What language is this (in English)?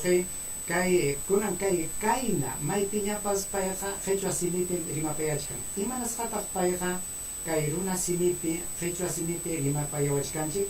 Ayacucho Quechua